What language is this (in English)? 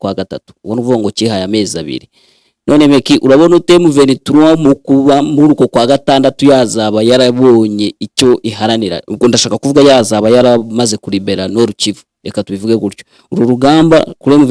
Kinyarwanda